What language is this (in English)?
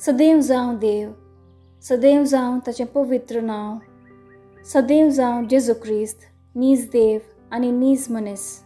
Konkani